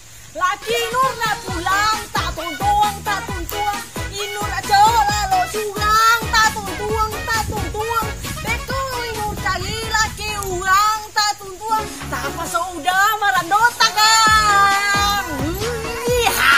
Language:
Minangkabau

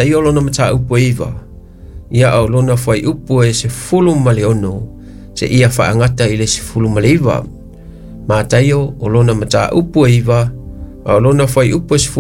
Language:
Samoan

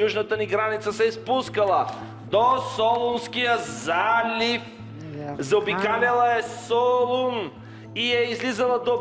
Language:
Bulgarian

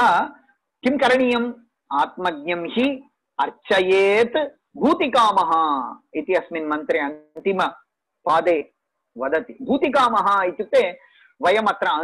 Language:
Sanskrit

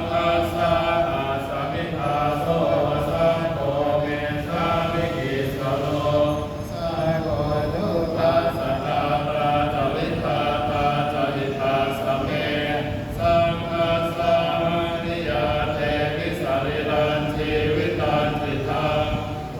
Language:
Pali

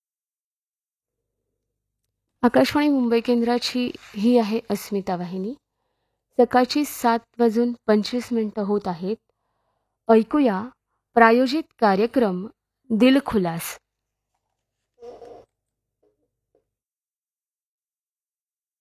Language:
Marathi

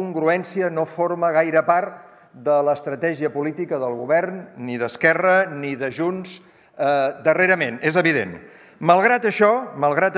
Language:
Catalan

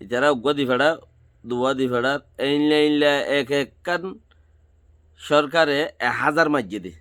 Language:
Rohingya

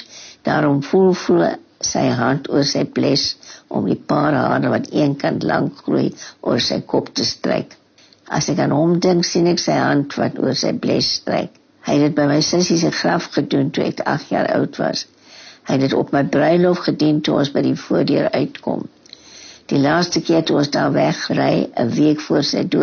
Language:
Afrikaans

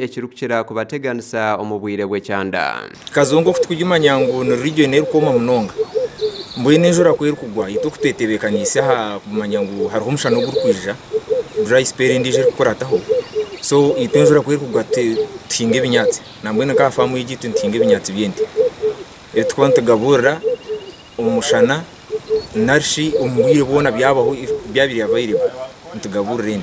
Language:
Nyankole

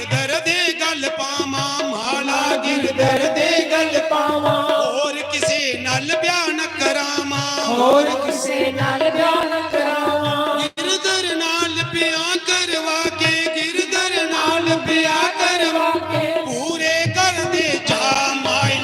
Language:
Dogri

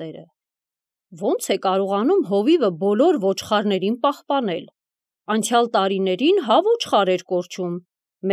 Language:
Armenian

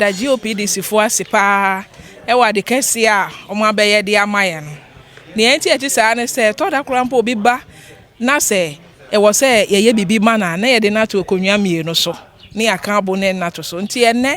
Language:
Akan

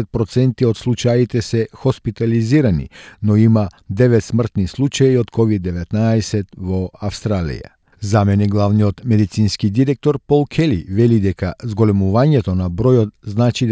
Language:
Macedonian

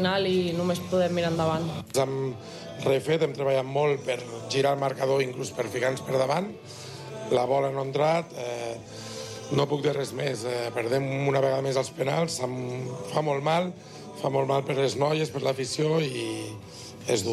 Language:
Catalan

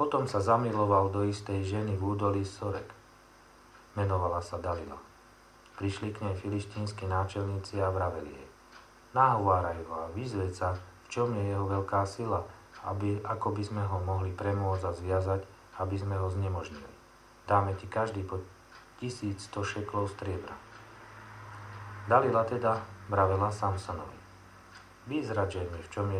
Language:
Slovak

